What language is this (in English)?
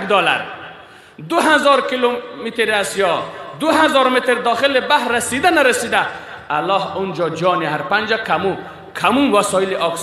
Persian